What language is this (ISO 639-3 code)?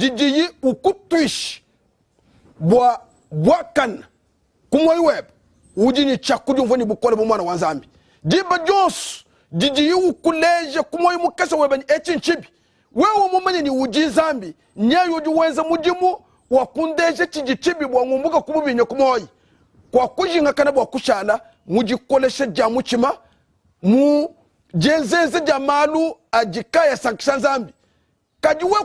lua